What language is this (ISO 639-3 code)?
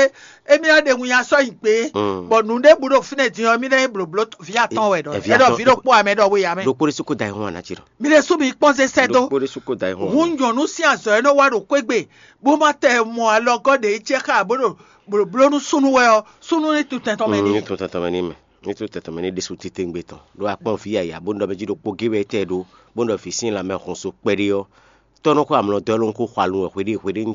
fon